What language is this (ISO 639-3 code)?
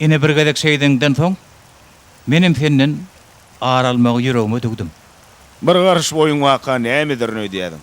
tuk